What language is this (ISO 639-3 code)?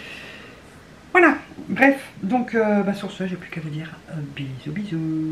fra